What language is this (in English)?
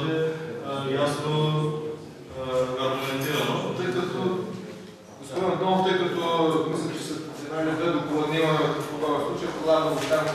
Bulgarian